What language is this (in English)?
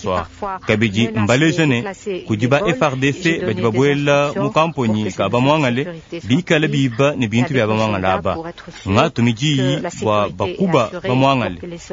Luba-Lulua